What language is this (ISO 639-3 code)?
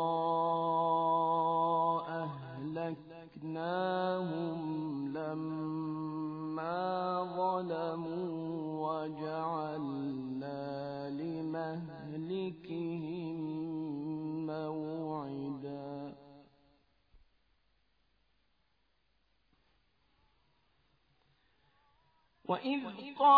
ara